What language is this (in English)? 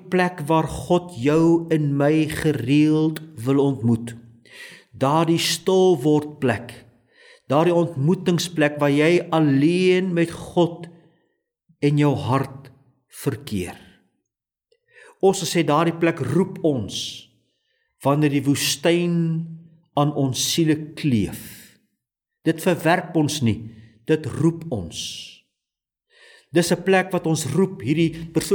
Afrikaans